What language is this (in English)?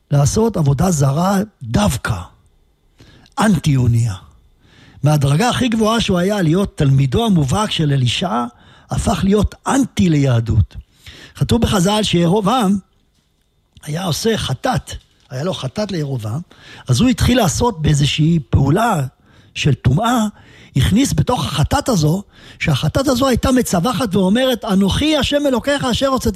Hebrew